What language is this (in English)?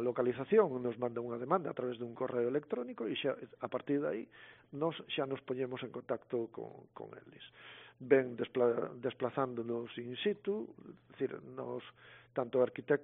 Galician